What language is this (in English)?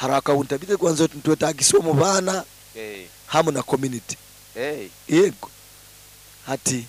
Nyankole